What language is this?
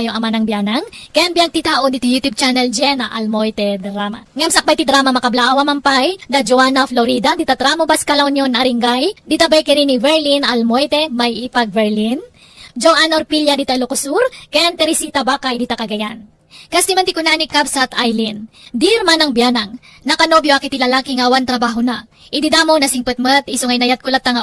Iloko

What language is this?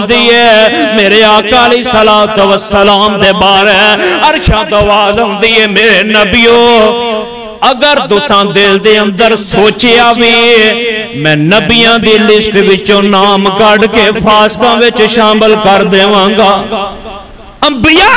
Western Panjabi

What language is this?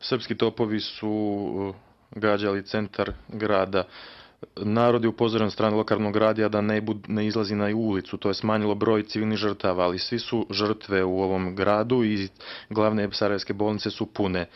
Bosnian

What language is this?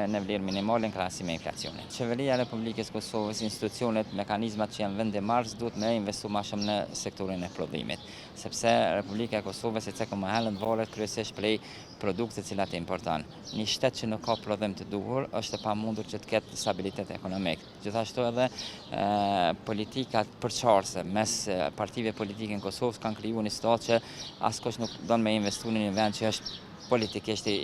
Albanian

